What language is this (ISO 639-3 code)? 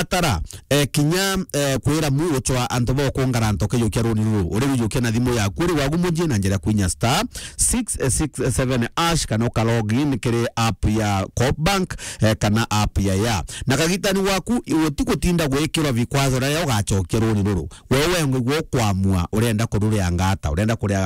mer